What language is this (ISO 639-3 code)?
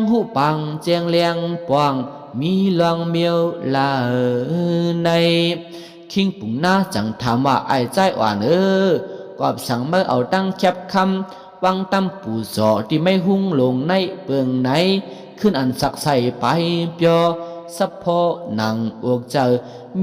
shn